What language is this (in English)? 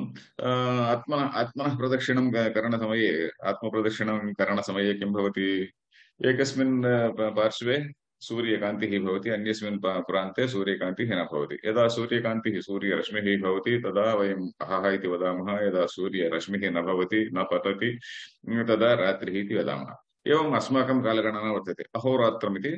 Sanskrit